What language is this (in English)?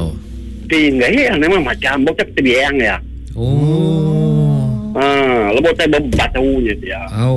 Malay